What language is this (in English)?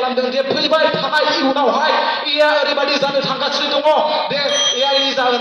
Bodo